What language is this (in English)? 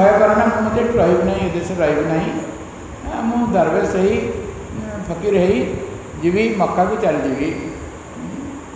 Odia